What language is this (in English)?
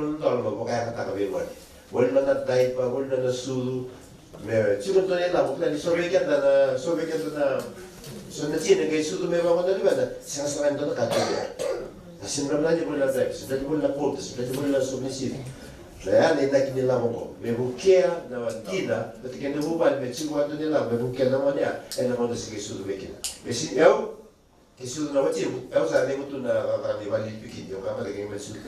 Fijian